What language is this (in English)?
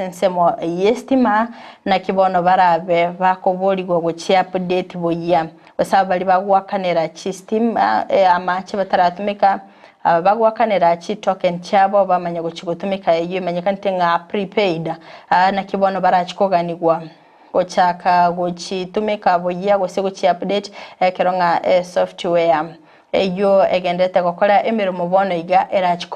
Gusii